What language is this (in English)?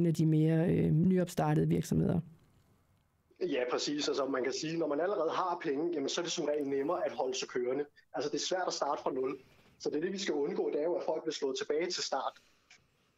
Danish